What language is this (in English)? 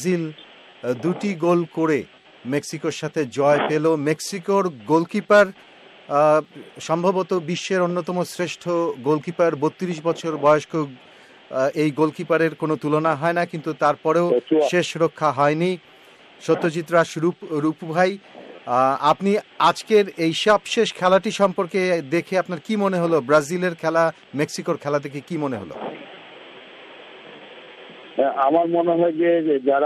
Bangla